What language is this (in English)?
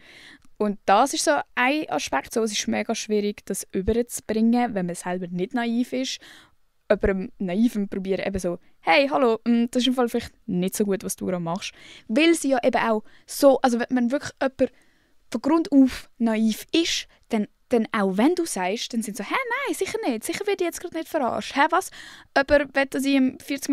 Swiss German